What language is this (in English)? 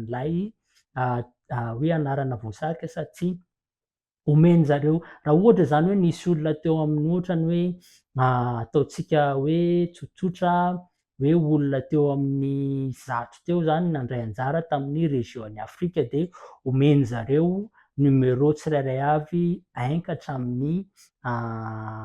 Malagasy